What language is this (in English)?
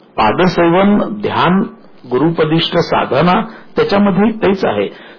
Marathi